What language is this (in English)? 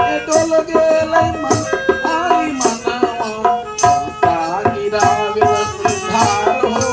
Magahi